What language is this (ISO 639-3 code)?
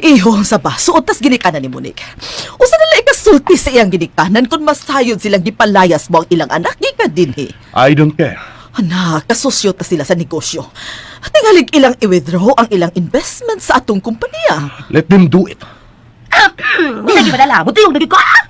ceb